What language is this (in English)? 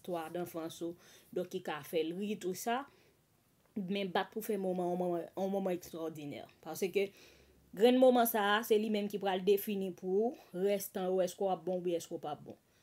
Haitian Creole